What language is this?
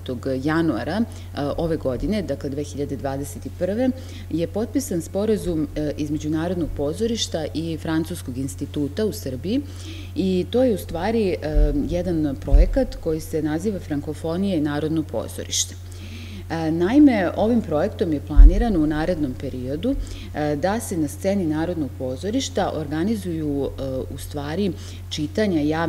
Serbian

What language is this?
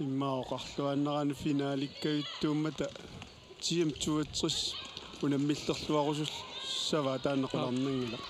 Kalaallisut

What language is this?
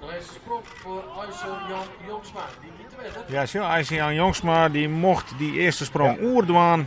Western Frisian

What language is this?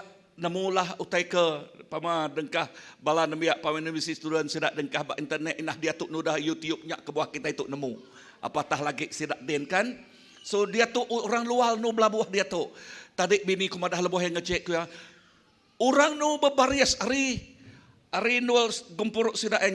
Iban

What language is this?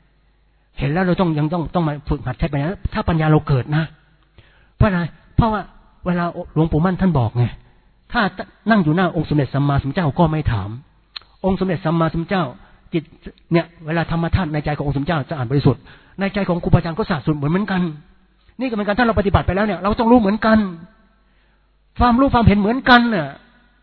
Thai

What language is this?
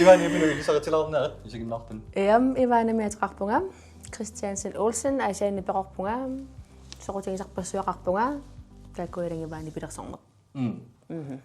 Kalaallisut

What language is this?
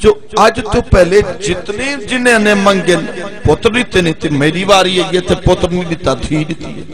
Saraiki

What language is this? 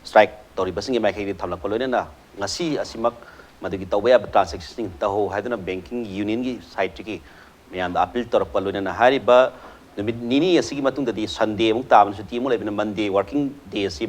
Manipuri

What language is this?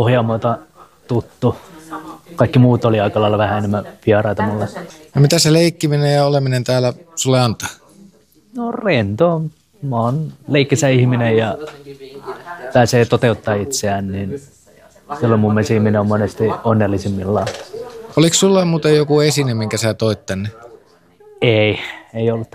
Finnish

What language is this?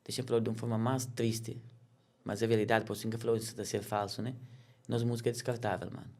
Kabuverdianu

